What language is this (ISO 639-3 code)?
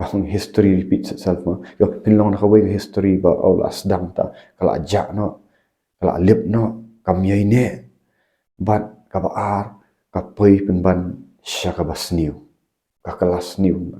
kha